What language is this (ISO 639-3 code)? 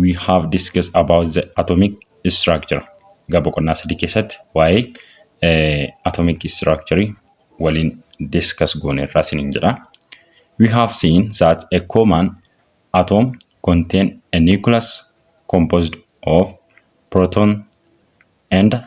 orm